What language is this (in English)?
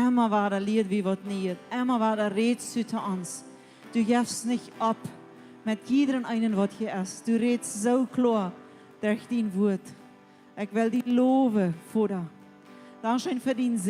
Plautdietsch